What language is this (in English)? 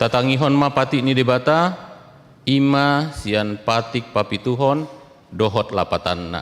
Batak Toba